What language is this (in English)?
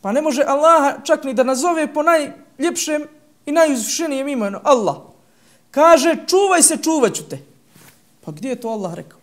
Bosnian